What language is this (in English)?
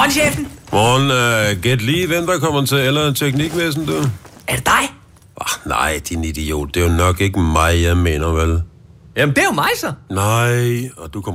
Danish